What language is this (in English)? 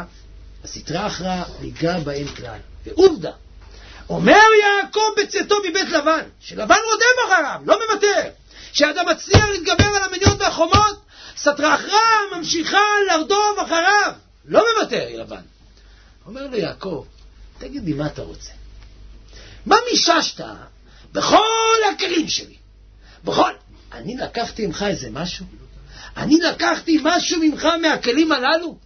Hebrew